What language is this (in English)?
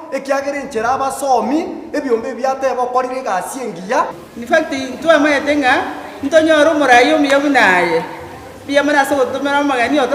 Gusii